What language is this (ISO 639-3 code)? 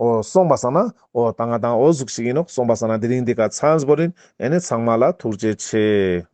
lbj